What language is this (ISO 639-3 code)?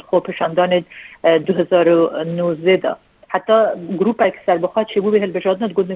kur